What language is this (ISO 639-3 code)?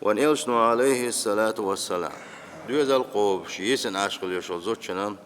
che